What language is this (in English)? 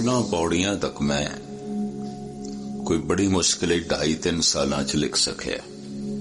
Punjabi